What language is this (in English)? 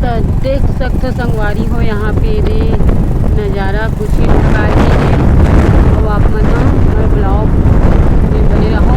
Chhattisgarhi